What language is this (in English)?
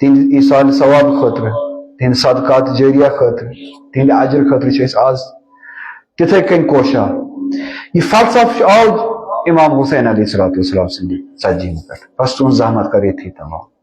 Kashmiri